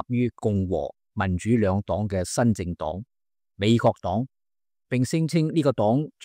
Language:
Cantonese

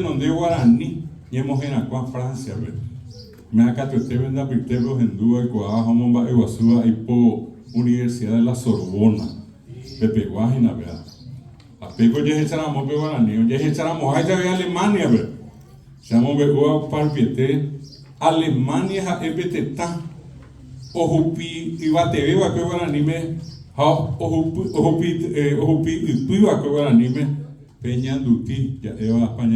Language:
Guarani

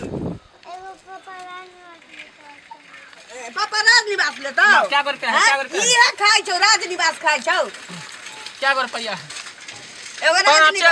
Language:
Maithili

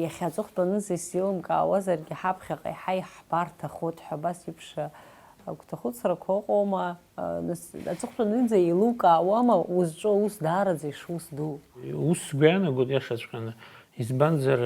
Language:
Abkhazian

